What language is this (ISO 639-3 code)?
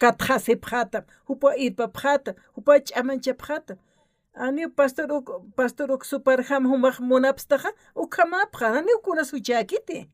aym